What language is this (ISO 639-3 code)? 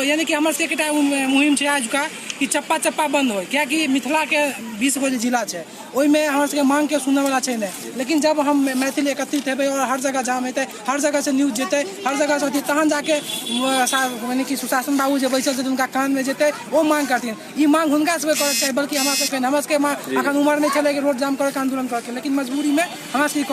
mai